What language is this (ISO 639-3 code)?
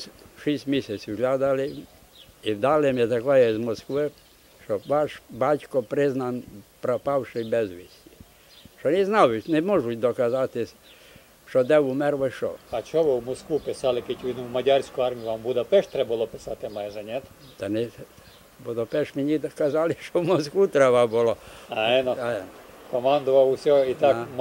ukr